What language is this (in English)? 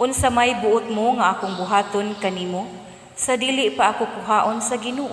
Cebuano